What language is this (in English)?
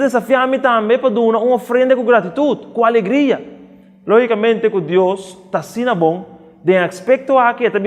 Papiamento